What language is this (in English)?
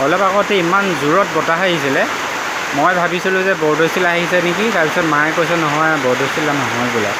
Assamese